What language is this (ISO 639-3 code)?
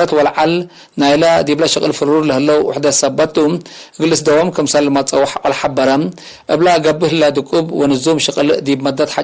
tig